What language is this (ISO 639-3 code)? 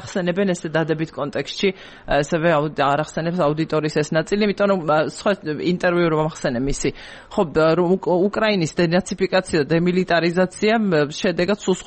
kat